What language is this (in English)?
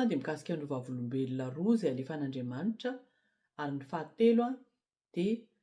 Malagasy